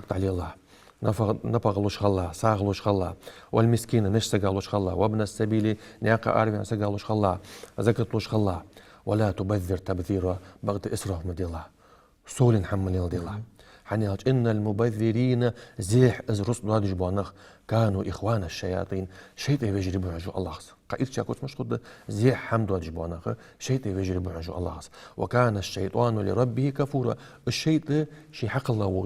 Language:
Ingush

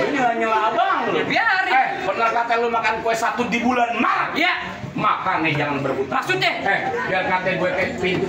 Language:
Betawi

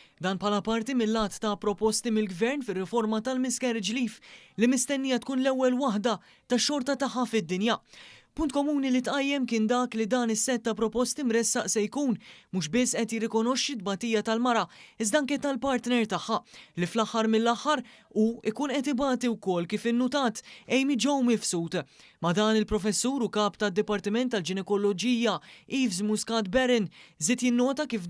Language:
Maltese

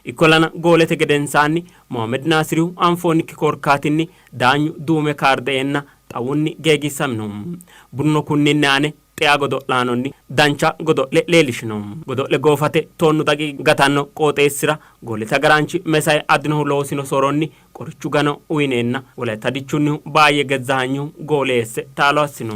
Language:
Sidamo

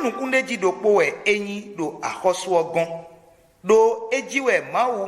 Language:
Fon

